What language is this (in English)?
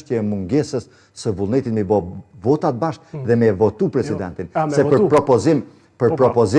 Albanian